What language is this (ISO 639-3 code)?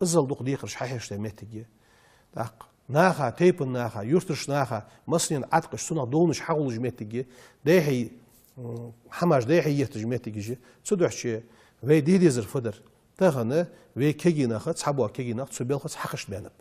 inh